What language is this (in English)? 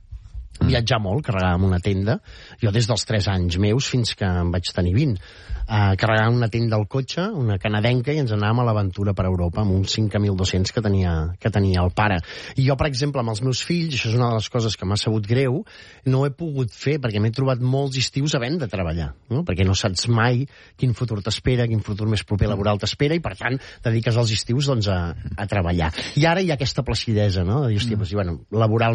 Catalan